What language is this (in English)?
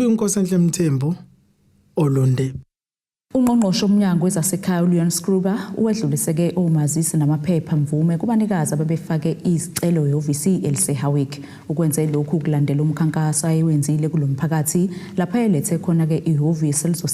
Zulu